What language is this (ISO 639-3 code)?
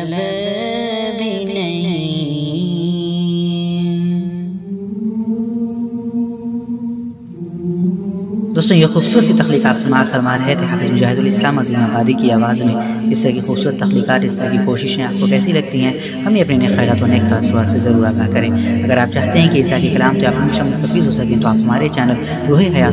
urd